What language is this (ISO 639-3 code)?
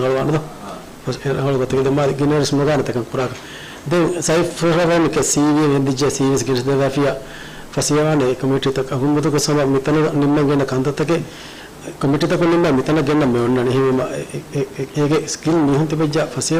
div